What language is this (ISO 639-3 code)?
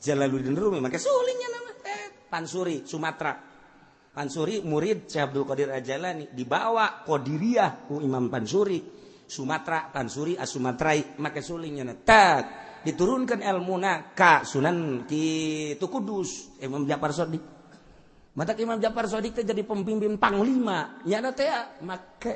sun